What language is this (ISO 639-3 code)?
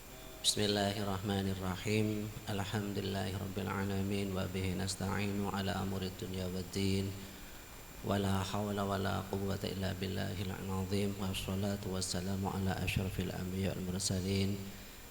mad